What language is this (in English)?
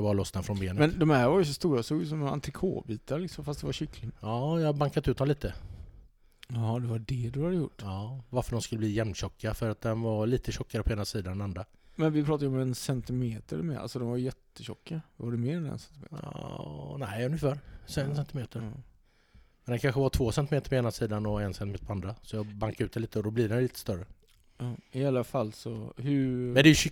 Swedish